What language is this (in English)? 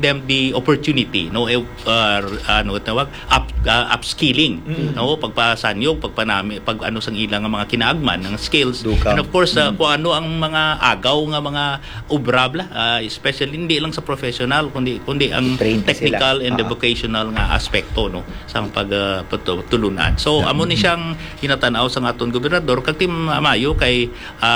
Hiligaynon